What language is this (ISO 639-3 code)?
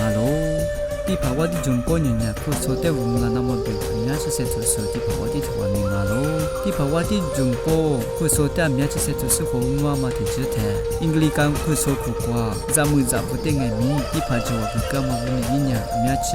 lis